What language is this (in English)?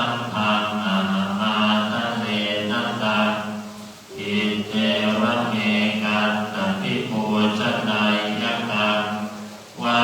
Pali